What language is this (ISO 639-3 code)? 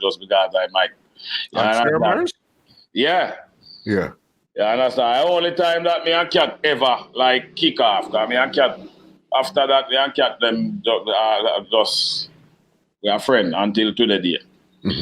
jam